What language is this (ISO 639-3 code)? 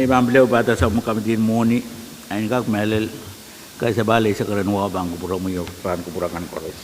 pon